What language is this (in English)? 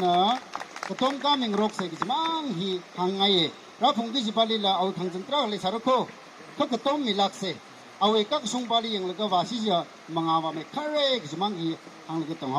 Tangkhul Naga (India)